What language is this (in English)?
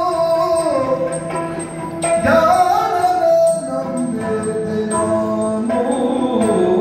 Kannada